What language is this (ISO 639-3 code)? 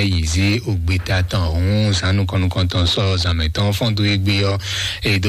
fon